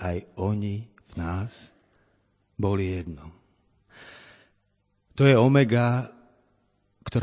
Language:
Slovak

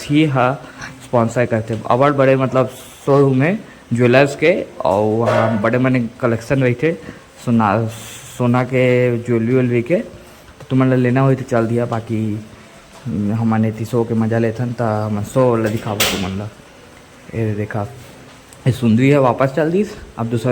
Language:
Chhattisgarhi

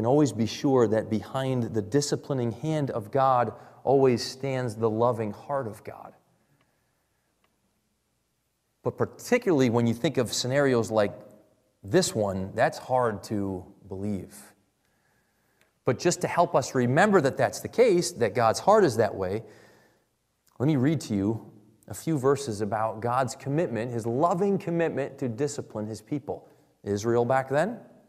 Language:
English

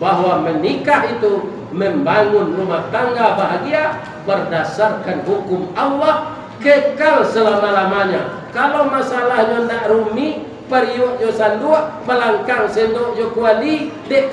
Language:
Minangkabau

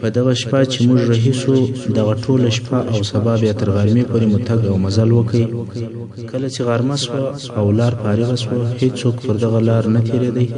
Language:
Pashto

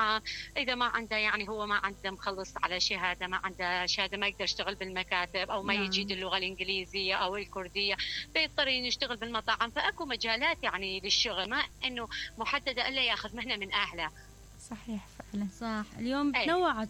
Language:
Mesopotamian Arabic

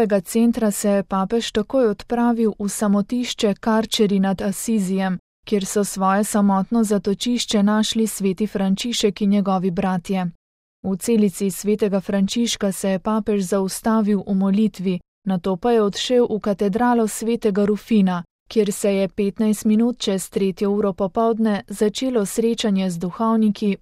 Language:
Slovenian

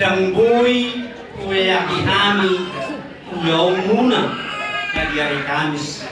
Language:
Batak Toba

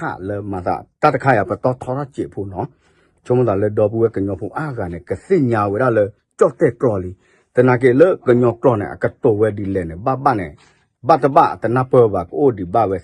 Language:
S'gaw Karen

